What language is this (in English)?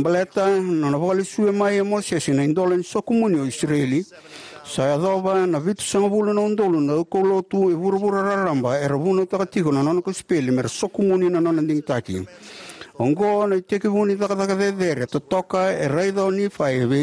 Fijian